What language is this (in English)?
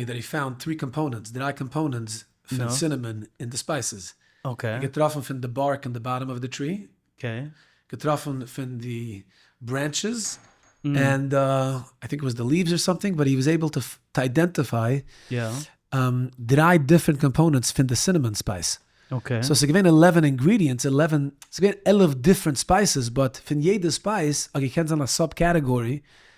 Yiddish